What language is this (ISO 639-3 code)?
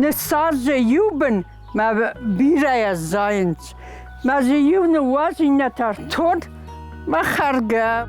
oss